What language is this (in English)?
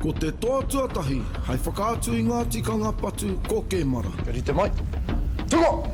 Māori